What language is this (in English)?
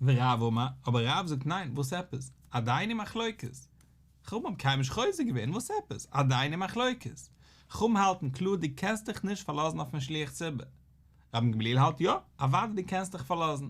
Yiddish